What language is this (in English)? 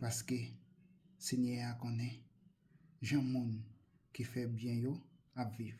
Haitian Creole